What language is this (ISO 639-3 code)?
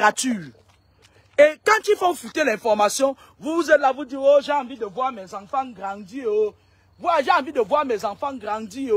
fra